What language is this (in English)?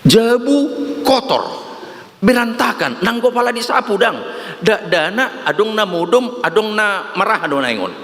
Batak Toba